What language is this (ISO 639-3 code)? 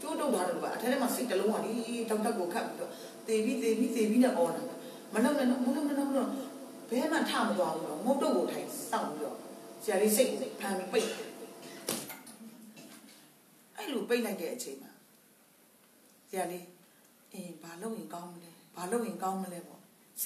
mya